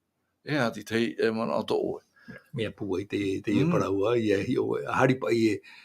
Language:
Tahitian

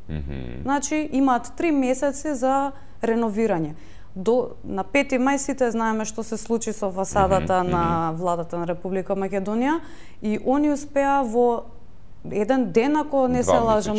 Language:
Macedonian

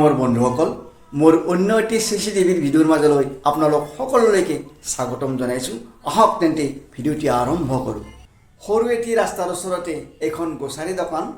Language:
Assamese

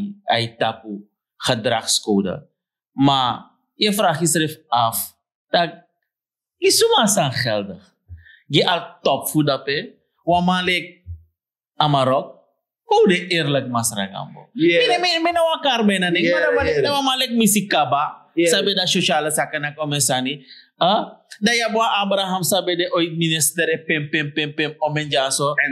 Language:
Sranan Tongo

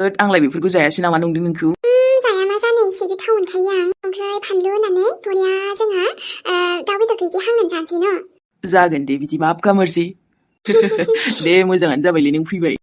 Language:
Bodo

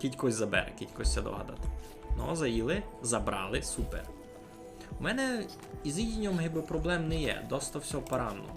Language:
Rusyn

